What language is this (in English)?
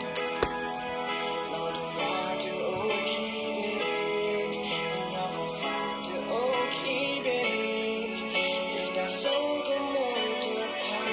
S'gaw Karen